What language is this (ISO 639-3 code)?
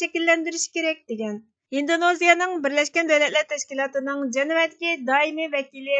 uig